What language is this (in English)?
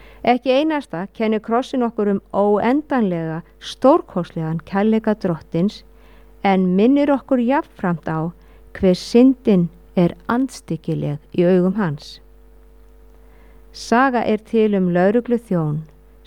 Icelandic